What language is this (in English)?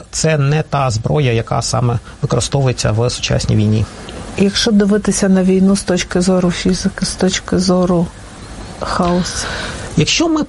Ukrainian